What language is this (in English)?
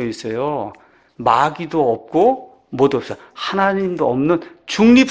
Korean